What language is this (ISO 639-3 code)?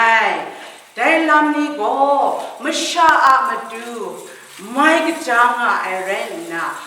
kac